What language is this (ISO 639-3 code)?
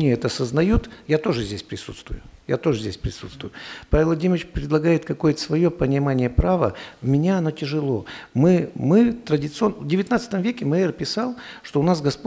rus